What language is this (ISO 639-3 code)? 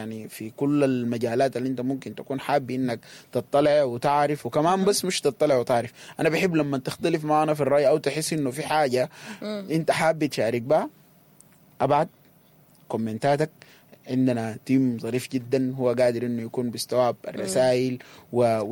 apd